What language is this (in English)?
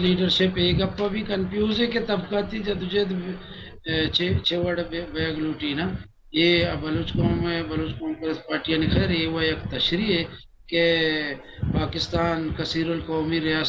Baluchi